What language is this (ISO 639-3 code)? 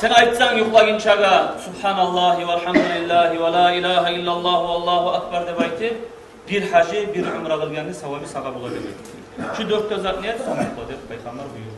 kum